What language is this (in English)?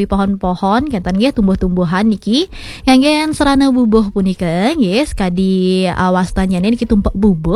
Balinese